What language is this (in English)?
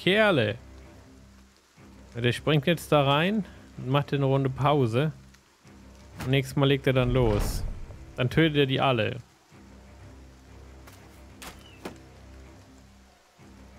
German